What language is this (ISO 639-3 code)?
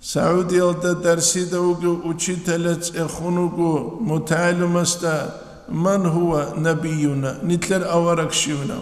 ava